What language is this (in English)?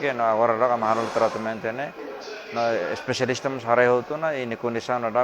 Tetum